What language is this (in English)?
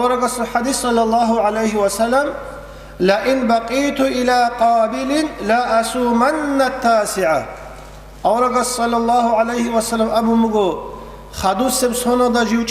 Avaric